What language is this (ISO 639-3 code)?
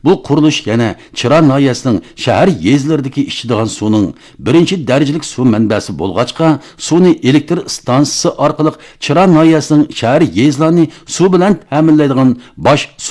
uig